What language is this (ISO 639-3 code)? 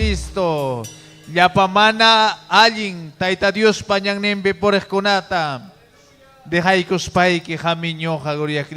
quy